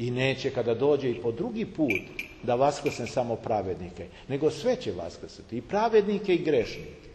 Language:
Serbian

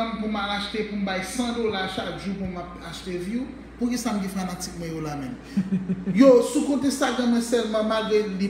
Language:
Haitian Creole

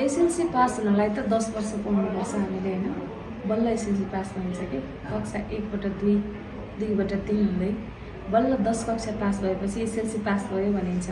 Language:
Nepali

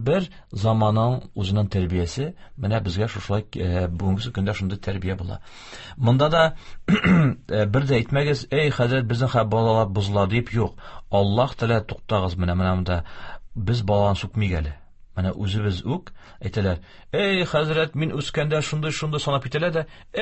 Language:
Tatar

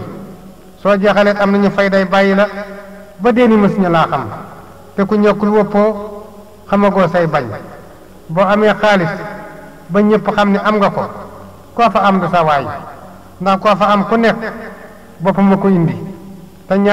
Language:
Wolof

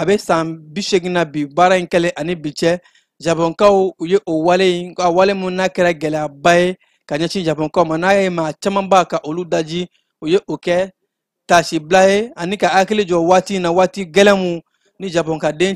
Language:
Bambara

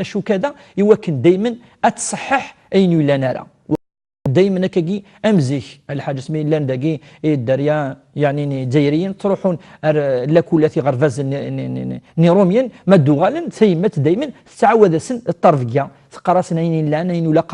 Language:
Kabyle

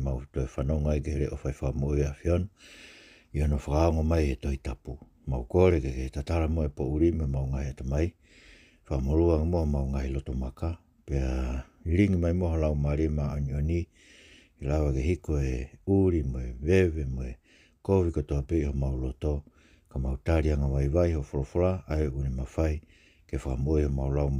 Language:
Tongan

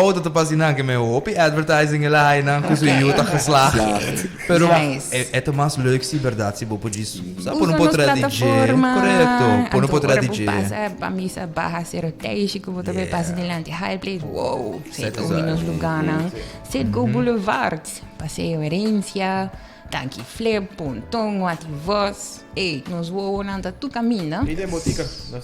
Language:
Papiamento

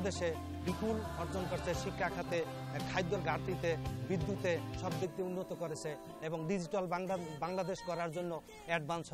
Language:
Bangla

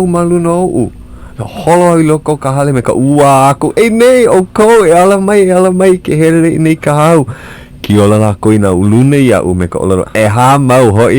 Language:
Hawaiian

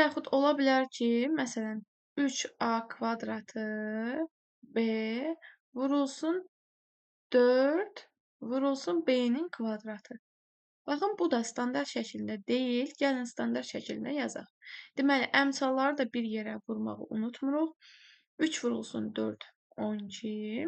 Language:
Azerbaijani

